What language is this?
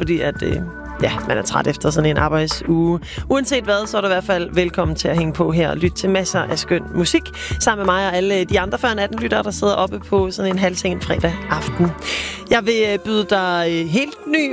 Danish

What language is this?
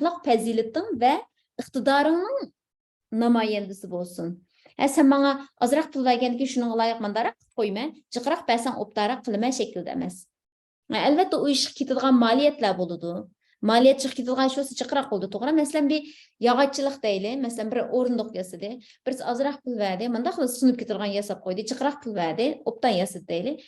Uyghur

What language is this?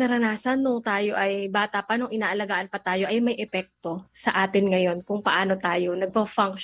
Filipino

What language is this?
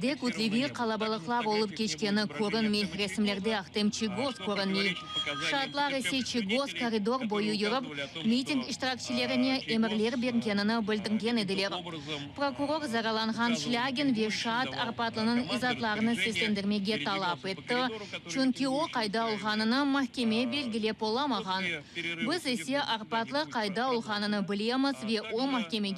Crimean Tatar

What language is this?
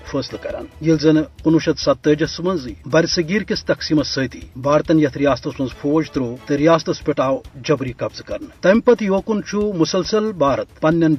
Kashmiri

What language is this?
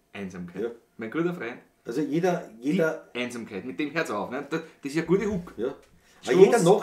Bavarian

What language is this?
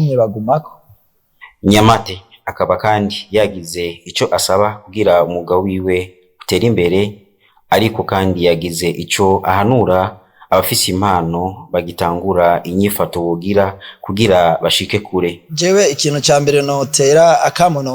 Rundi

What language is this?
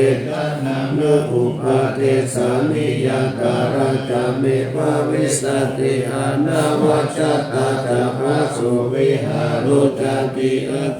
Pali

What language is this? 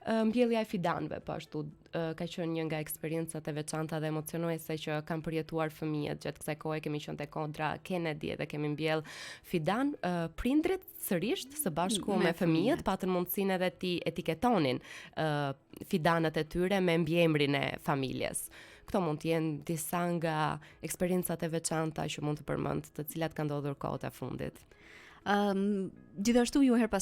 Albanian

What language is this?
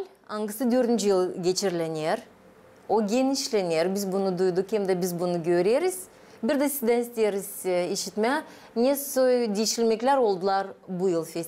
Gagauz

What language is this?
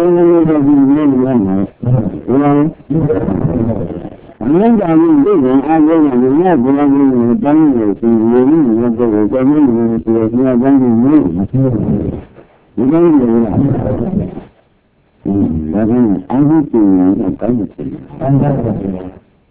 Burmese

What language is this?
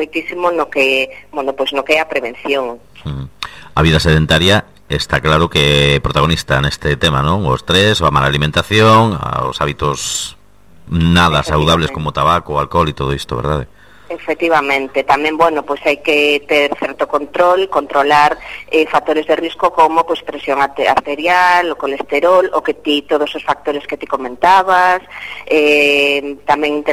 Galician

